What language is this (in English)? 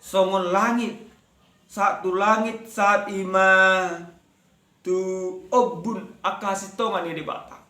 Batak Toba